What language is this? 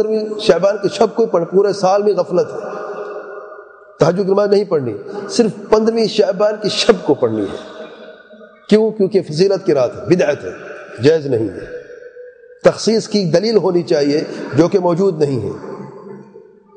Urdu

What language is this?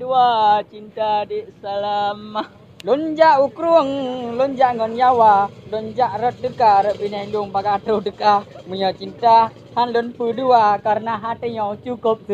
Achinese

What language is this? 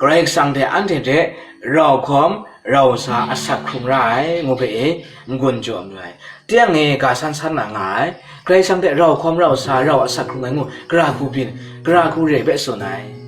Kachin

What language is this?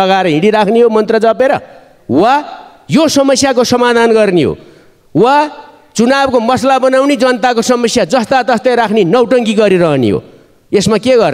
Nepali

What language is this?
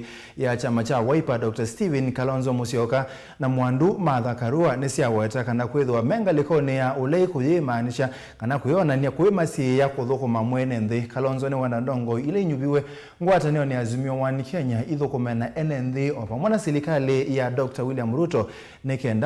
Kamba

